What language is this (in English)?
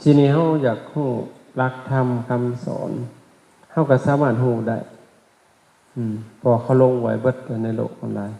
Lao